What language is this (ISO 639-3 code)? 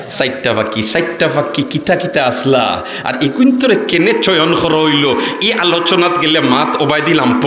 syl